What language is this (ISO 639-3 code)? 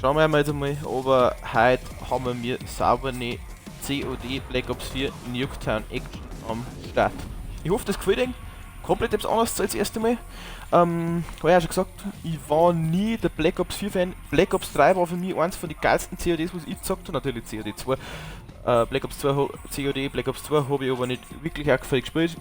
bar